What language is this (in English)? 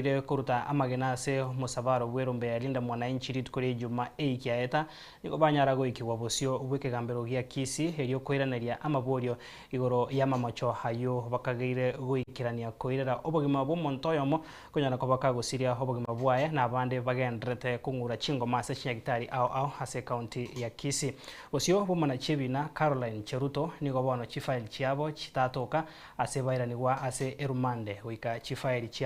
Gusii